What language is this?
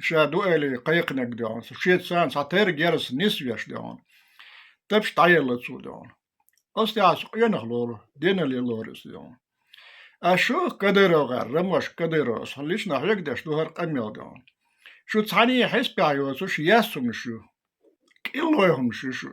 Chechen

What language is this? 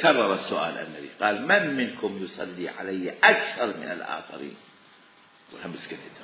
Mesopotamian Arabic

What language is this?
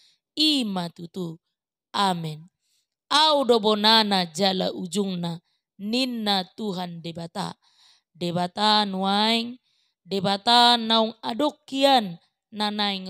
Batak Toba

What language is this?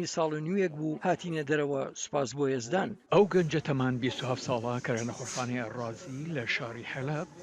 Central Kurdish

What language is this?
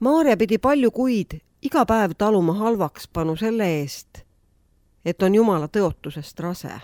Estonian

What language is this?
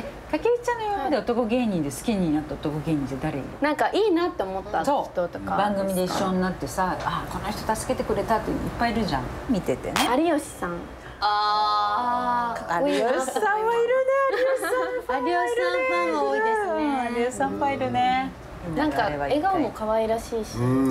Japanese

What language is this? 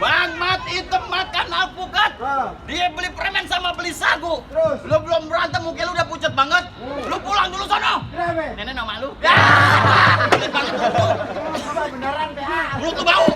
Betawi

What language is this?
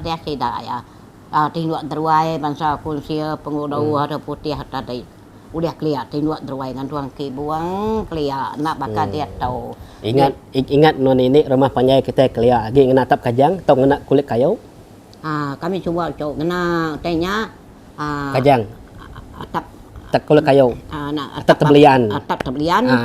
Iban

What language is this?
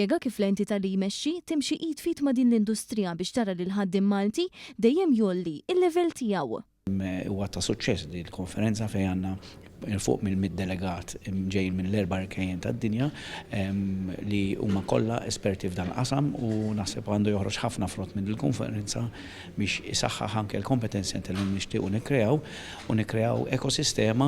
Maltese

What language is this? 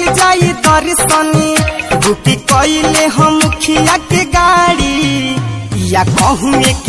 Bhojpuri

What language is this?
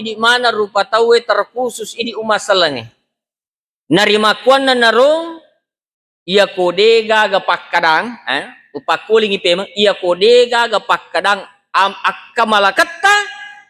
Buginese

